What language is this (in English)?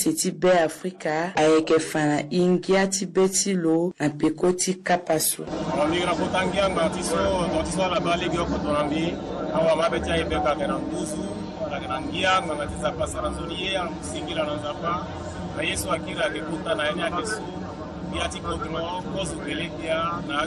Sango